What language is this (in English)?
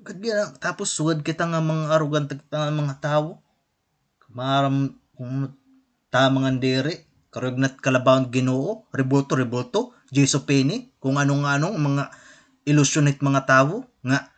Waray